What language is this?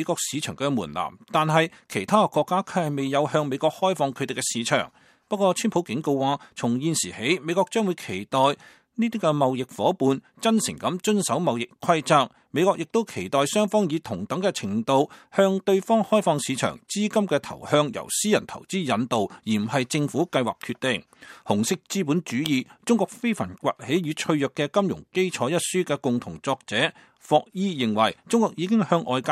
Cantonese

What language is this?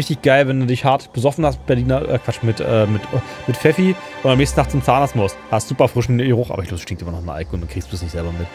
German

